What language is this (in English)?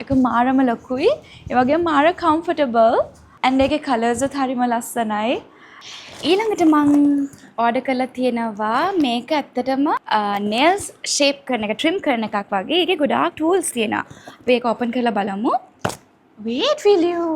Sinhala